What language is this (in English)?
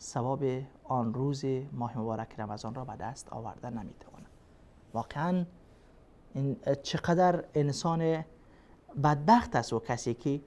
Persian